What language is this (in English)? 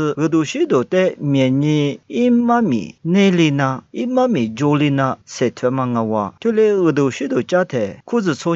Lisu